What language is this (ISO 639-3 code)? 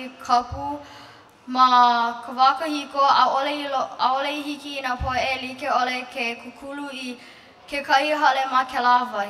haw